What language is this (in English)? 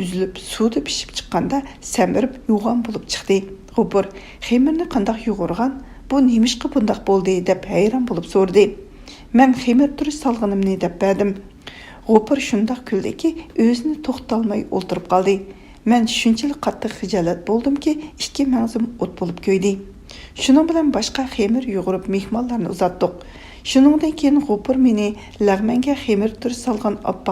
Uyghur